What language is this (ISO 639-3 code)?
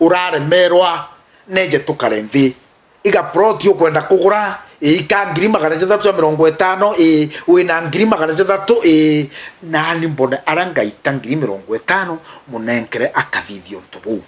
mer